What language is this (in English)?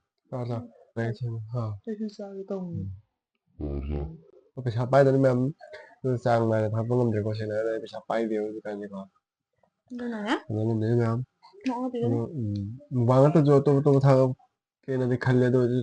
Manipuri